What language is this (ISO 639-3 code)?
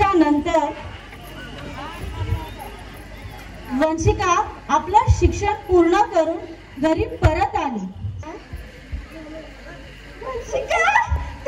mar